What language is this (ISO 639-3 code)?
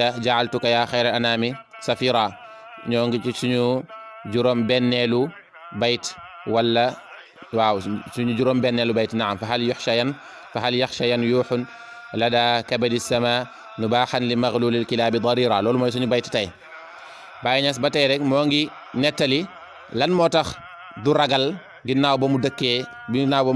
wol